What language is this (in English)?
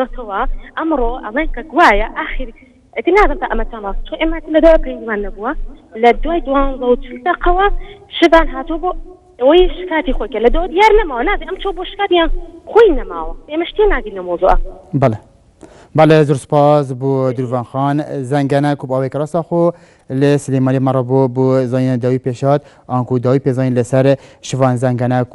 Central Kurdish